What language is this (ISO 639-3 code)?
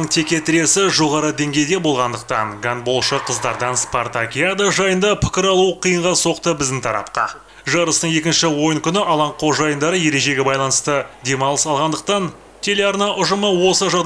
kaz